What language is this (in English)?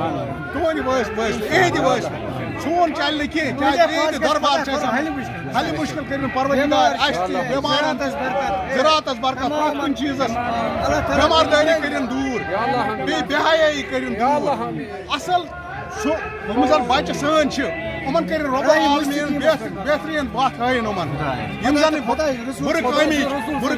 Kashmiri